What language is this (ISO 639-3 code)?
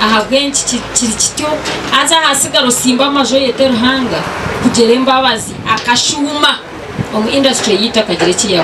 nyn